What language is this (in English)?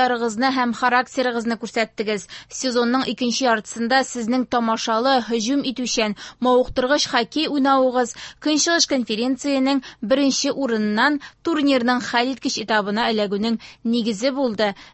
Tatar